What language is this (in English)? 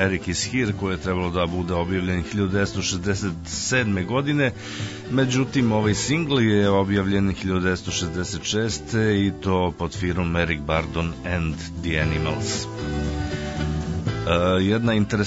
Serbian